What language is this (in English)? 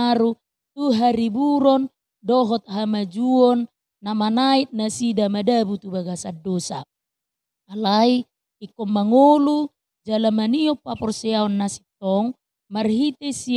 Batak Toba